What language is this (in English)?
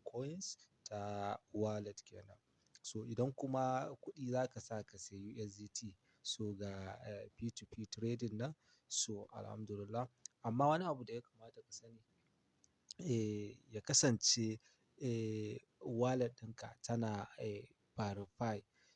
Hausa